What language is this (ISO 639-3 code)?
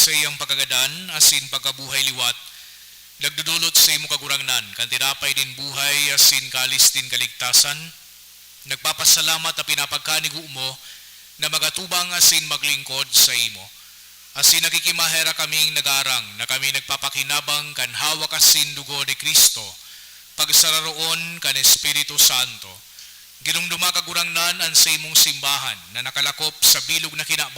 bik